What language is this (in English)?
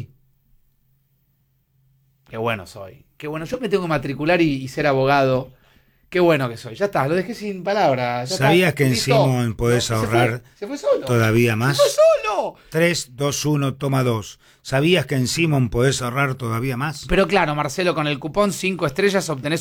Spanish